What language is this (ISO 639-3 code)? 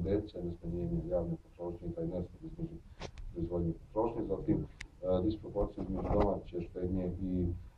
srp